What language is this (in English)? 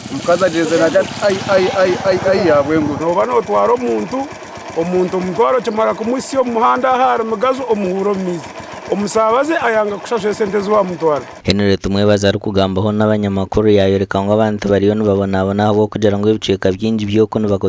Nyankole